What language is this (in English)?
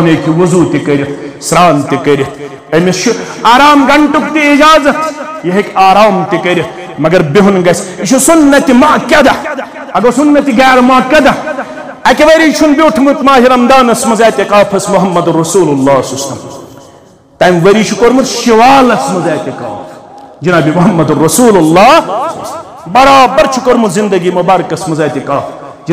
Kashmiri